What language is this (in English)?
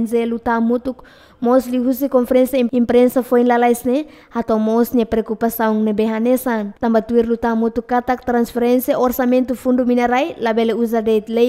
Tetum